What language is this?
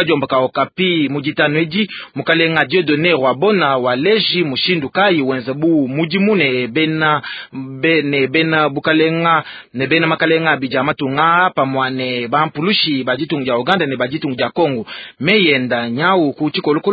Luba-Lulua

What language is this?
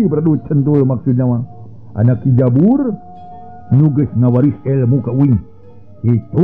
Sundanese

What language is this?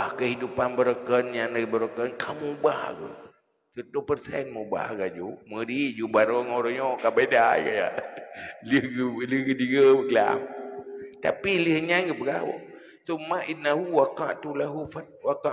Achinese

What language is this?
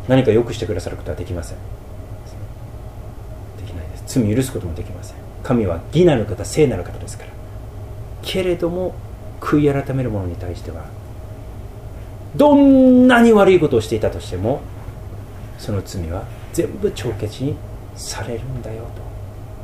Japanese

